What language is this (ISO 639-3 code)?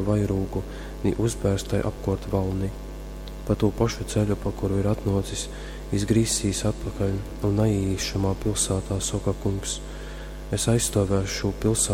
ltg